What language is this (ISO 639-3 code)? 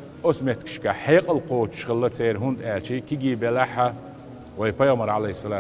che